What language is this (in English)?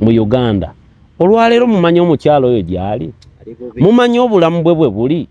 Ganda